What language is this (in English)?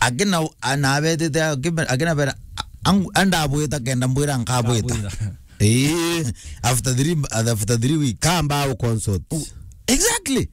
Meru